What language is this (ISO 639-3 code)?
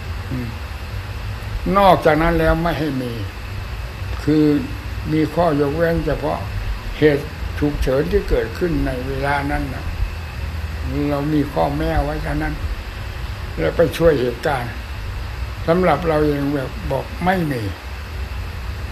tha